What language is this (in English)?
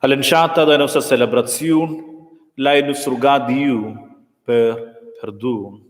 Romansh